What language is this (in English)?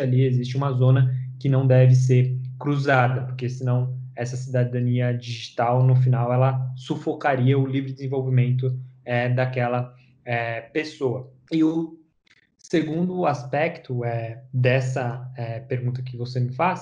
Portuguese